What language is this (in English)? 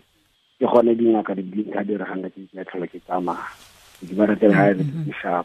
Tswana